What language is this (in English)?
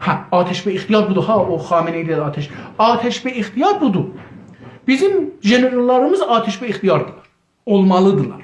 South Azerbaijani